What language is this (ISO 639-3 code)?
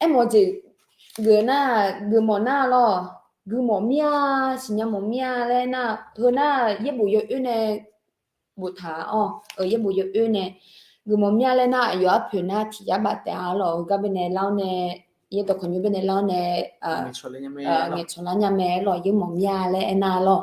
ahk